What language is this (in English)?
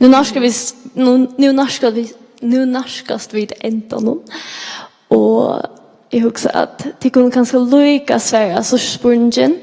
Faroese